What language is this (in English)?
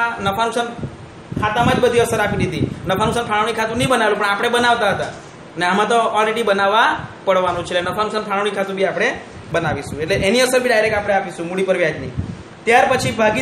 Gujarati